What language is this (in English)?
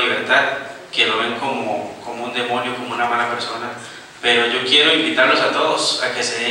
Spanish